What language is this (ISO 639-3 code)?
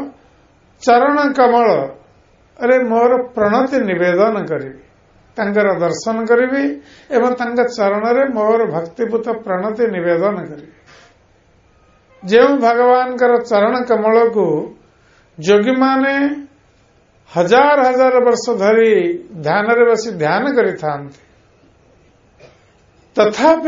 ori